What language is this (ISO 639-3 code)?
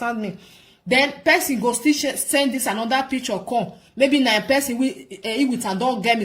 pcm